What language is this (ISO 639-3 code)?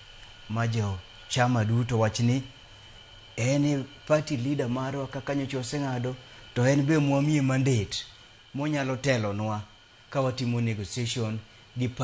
luo